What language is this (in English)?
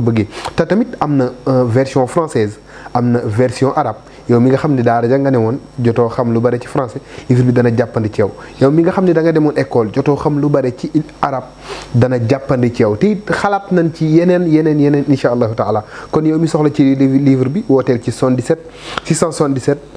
Wolof